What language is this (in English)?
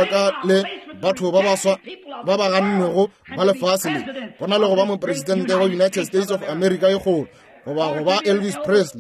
Northern Sotho